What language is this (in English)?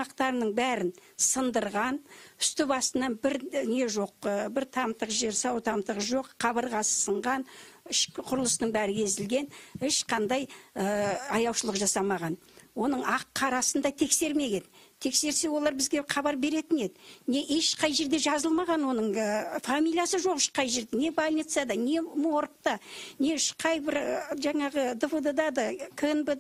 Kazakh